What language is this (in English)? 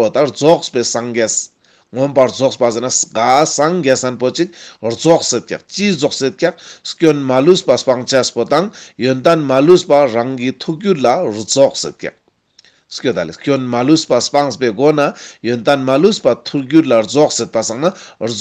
Ladakhi